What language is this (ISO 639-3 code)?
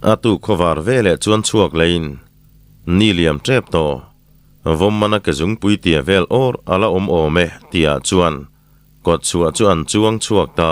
lus